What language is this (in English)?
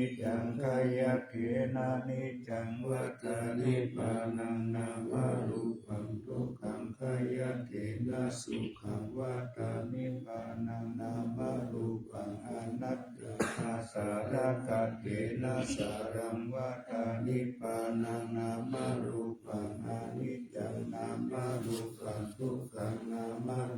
Pali